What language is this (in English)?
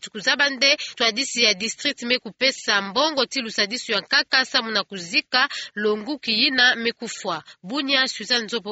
Kituba (Democratic Republic of Congo)